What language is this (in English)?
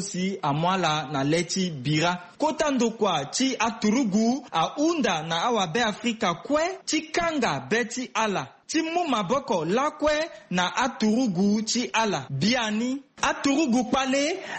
Sango